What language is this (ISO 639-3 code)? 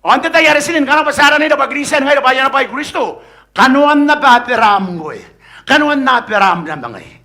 gil